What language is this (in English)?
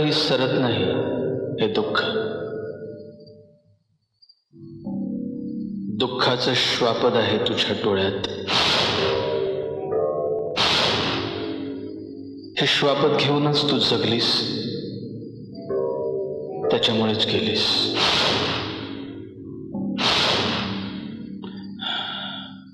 Marathi